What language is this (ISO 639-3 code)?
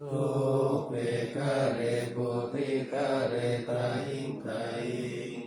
pli